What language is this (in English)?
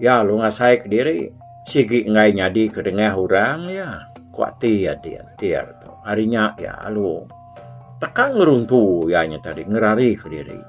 Iban